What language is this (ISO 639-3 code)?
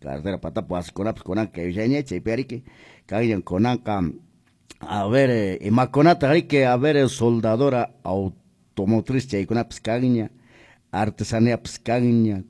que